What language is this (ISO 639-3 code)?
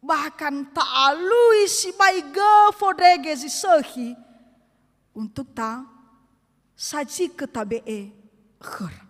nia